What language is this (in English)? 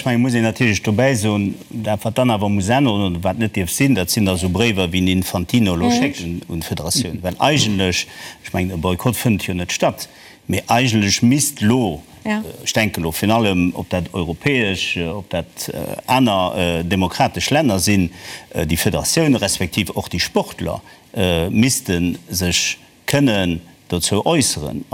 Luxembourgish